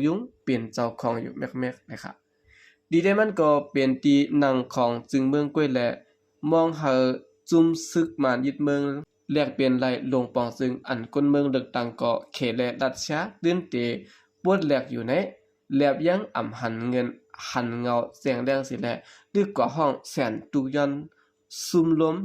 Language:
Shan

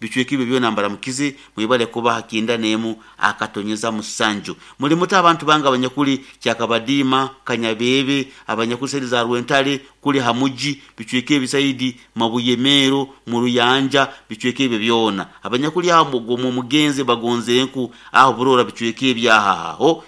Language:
Nyoro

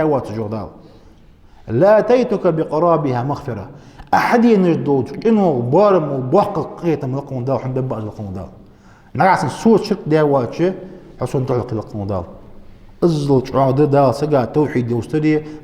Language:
Ingush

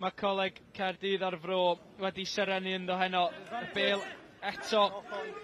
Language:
Welsh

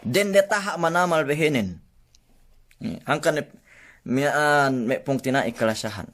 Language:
Yakan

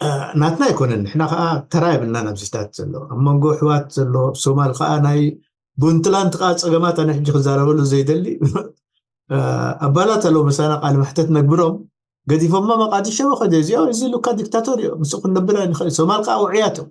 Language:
Tigrinya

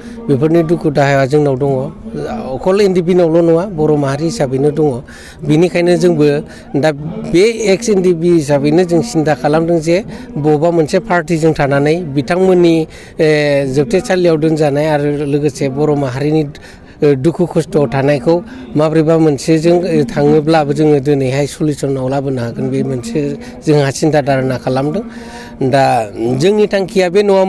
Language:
Bodo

